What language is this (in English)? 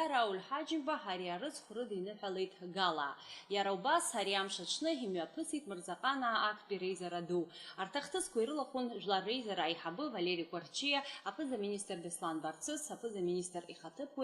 Abkhazian